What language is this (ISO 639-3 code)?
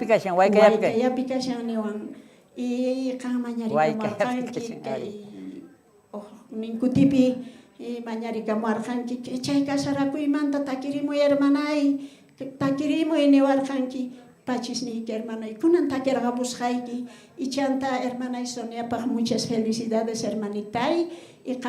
quh